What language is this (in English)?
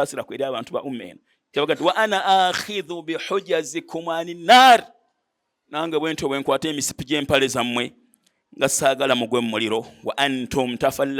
Ganda